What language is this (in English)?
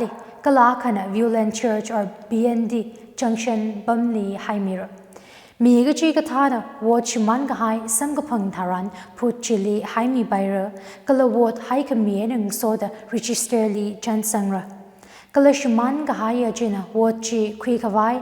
Tangkhul Naga (India)